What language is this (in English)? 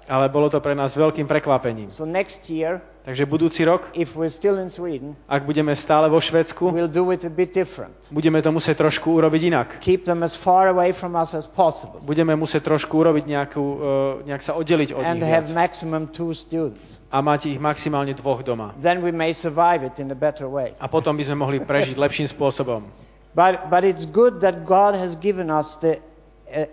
Slovak